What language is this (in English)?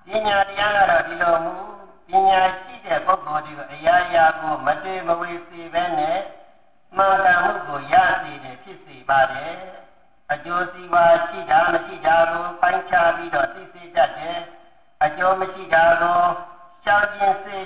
Burmese